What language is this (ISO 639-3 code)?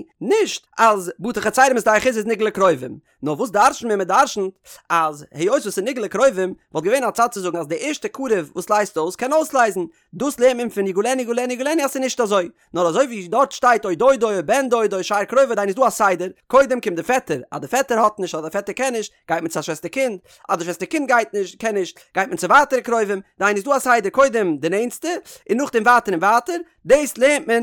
yid